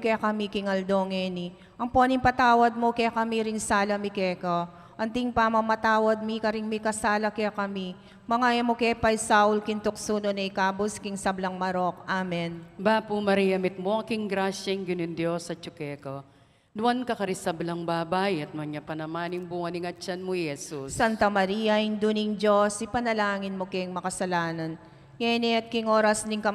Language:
Pampanga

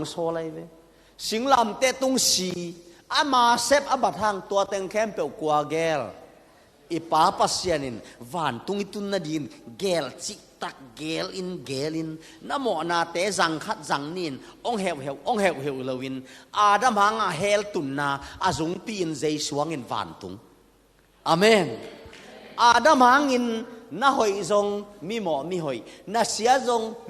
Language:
Tedim Chin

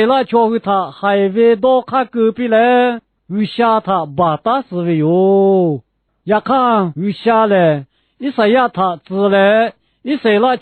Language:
Lahu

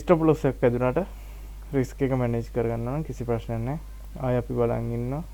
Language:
Sinhala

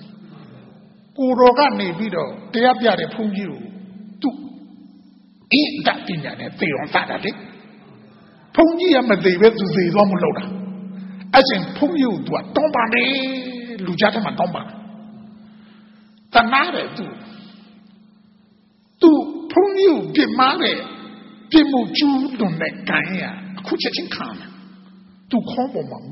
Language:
Burmese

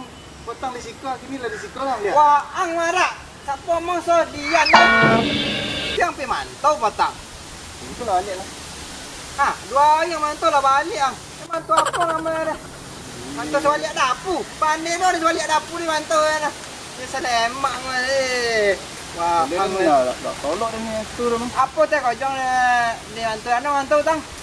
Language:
Minangkabau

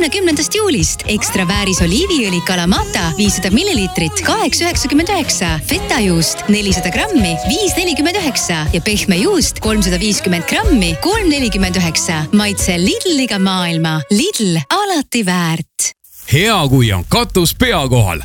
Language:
Estonian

